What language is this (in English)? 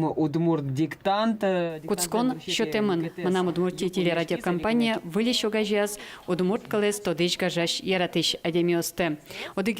Udmurt